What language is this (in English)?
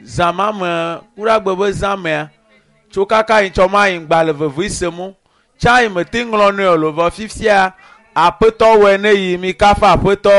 Ewe